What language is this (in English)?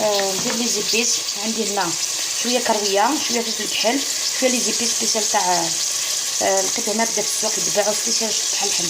Algerian Arabic